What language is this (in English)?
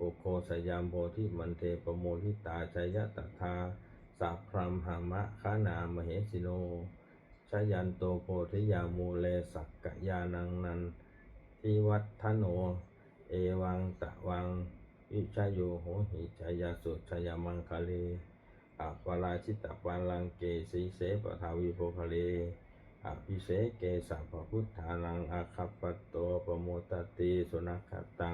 Pali